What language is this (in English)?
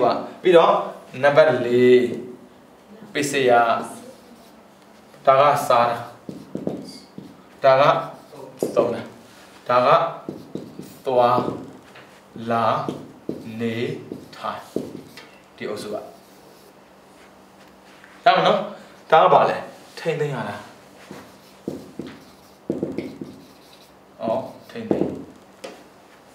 Burmese